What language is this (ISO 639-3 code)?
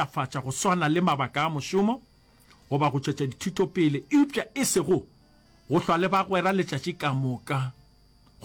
nso